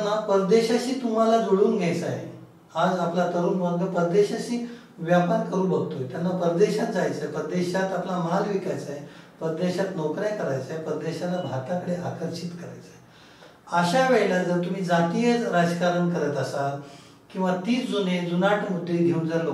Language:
Marathi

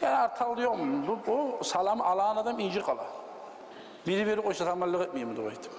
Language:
Kumyk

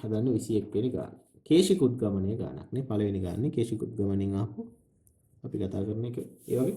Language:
Sinhala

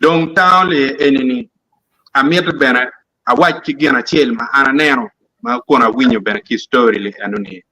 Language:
Acoli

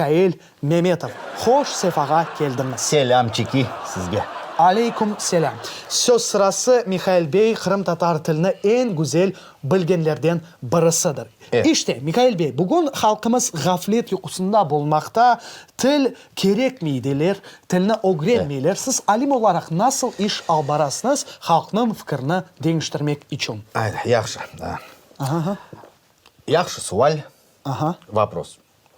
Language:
Crimean Tatar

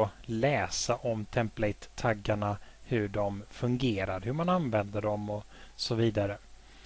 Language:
Swedish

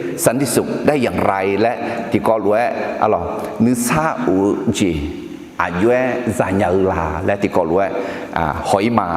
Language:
Akha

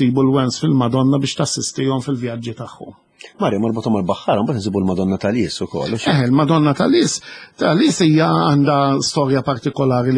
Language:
Maltese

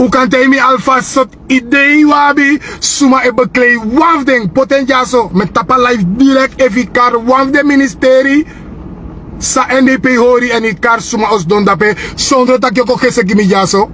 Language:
Sranan Tongo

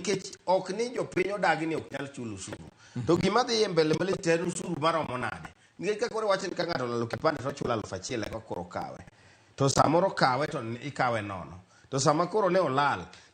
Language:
Luo (Kenya and Tanzania)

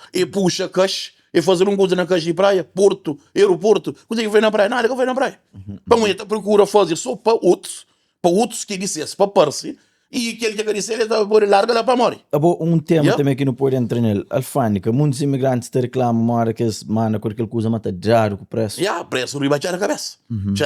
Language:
Kabuverdianu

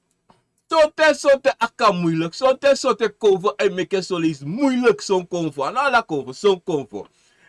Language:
Sranan Tongo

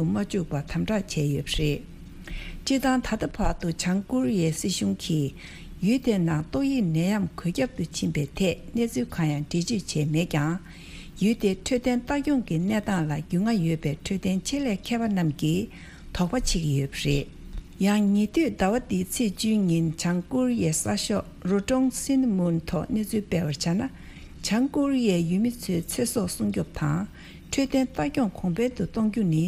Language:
Tibetan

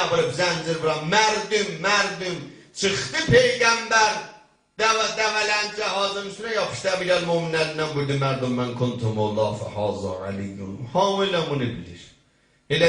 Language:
South Azerbaijani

